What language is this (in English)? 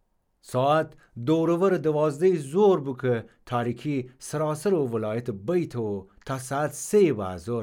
Gilaki